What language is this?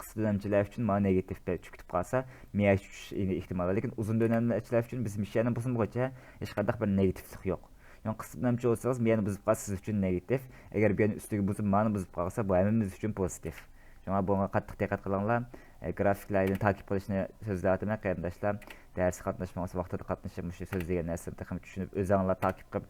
Uyghur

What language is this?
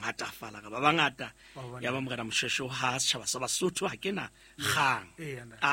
Southern Sotho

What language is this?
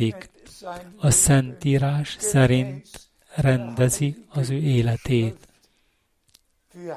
Hungarian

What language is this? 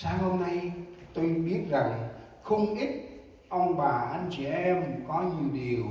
Central Mnong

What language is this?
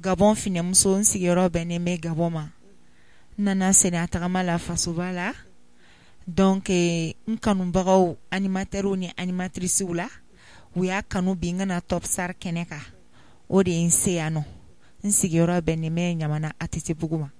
Bambara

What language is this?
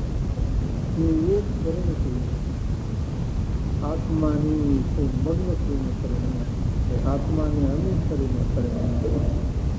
Gujarati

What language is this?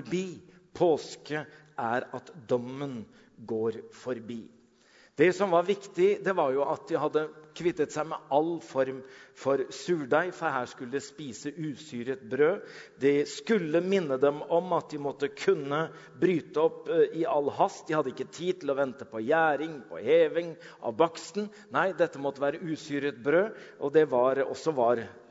Norwegian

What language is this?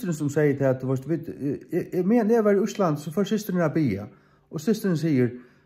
Faroese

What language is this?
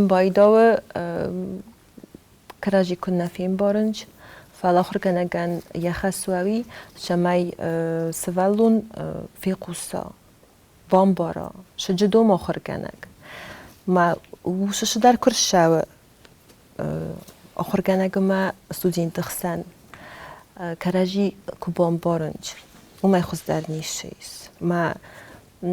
Ossetic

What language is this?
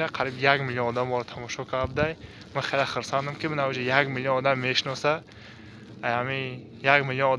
Tajik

